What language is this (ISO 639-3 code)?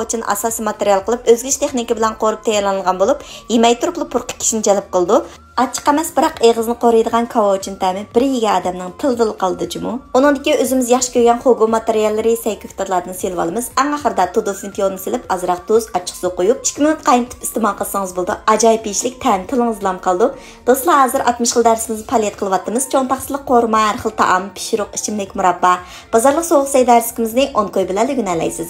uig